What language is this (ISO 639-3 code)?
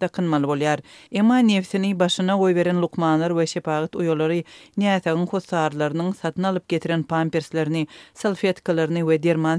tuk